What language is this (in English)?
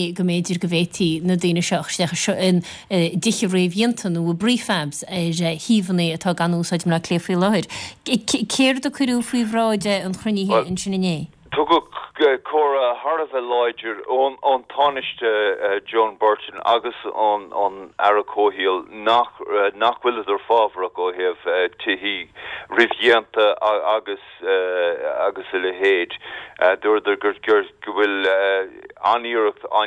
Irish